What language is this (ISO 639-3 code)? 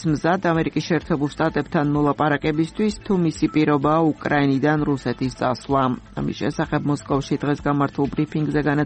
kat